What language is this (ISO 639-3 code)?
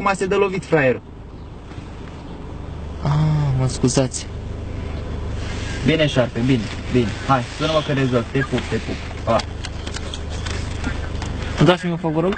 ron